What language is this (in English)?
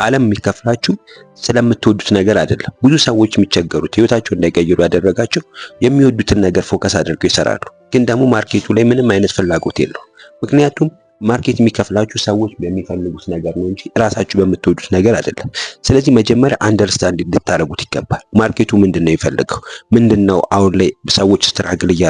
Amharic